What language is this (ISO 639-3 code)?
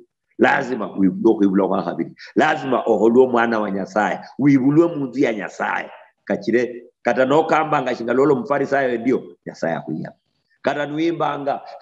luy